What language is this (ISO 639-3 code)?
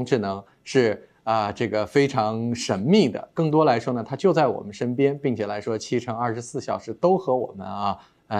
zho